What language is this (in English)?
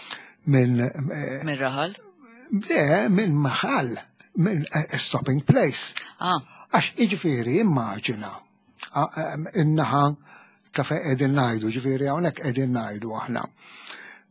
Maltese